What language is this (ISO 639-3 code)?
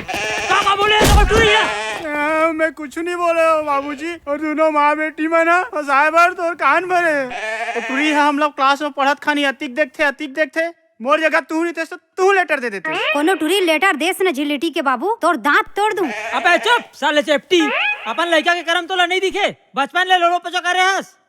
hne